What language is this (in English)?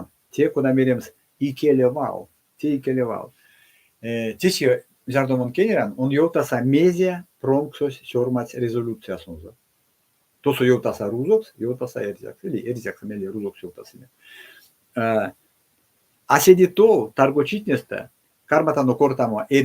Erzya